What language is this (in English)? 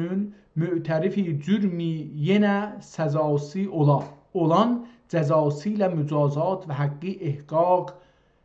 South Azerbaijani